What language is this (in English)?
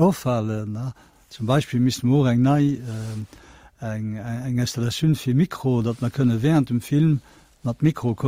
Luxembourgish